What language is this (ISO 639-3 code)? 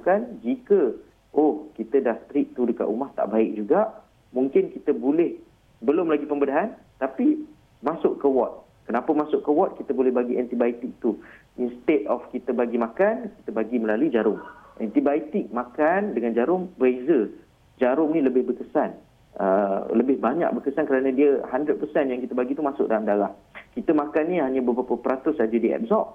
msa